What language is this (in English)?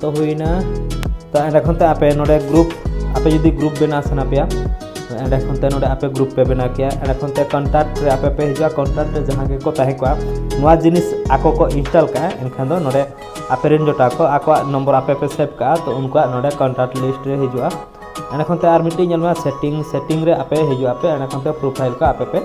Santali